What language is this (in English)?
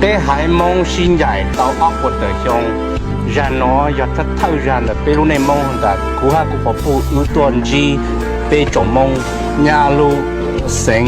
Hmong